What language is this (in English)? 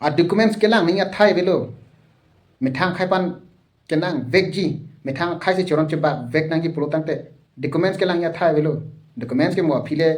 Karbi